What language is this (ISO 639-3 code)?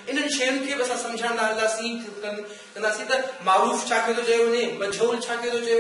snd